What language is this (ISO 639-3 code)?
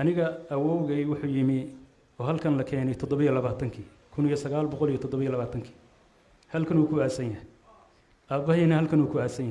som